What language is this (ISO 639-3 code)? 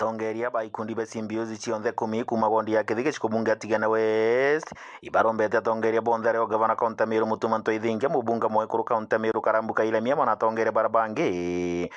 mer